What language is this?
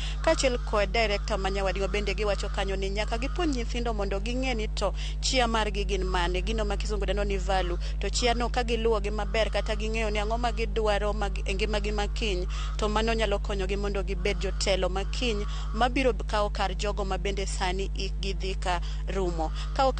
Luo (Kenya and Tanzania)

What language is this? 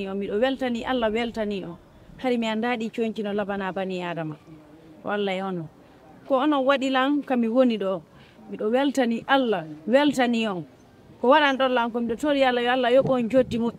Fula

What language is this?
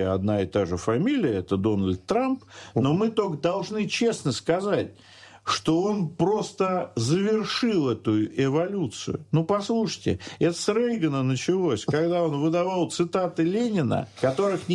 Russian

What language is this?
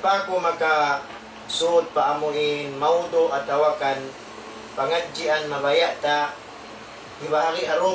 Tausug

